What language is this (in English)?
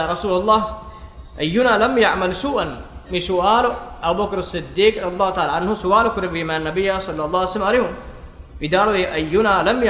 Divehi